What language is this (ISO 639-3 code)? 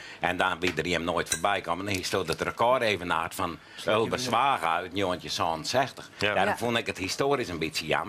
fry